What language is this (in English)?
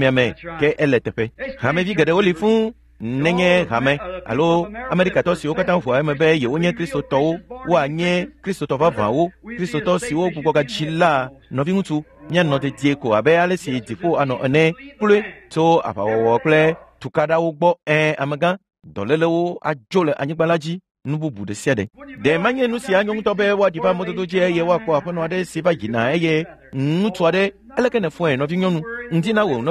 Ewe